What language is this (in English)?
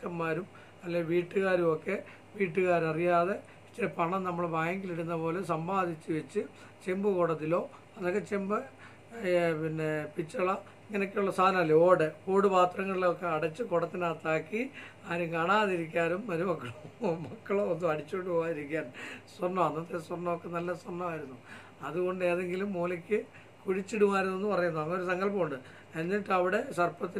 Malayalam